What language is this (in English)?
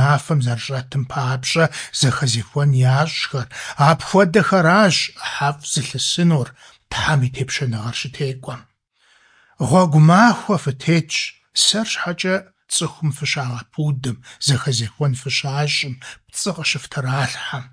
Kabardian